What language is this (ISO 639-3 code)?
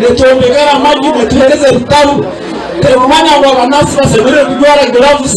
nyn